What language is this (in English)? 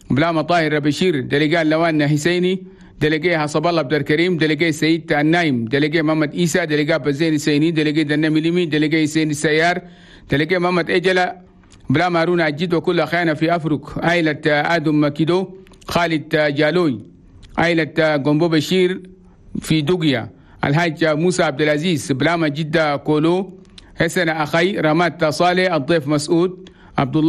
Chadian Arabic